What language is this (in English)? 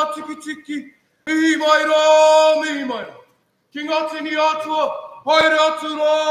Māori